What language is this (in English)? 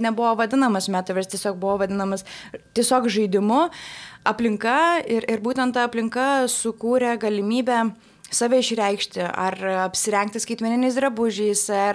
Lithuanian